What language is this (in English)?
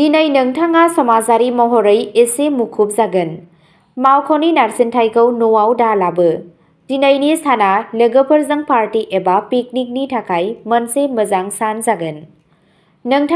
Bodo